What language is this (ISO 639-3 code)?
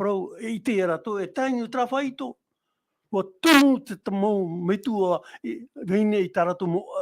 tah